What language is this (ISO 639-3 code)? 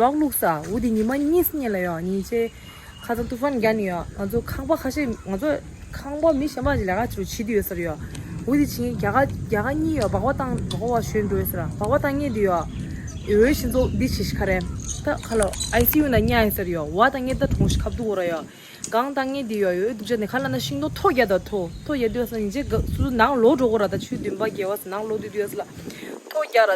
bod